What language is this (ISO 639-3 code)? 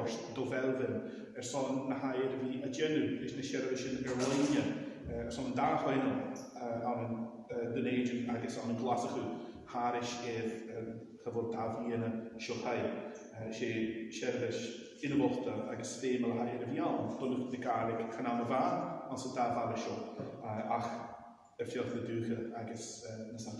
gla